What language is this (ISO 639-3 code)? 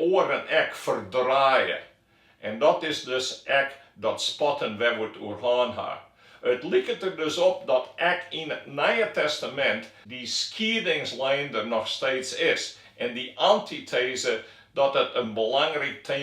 fry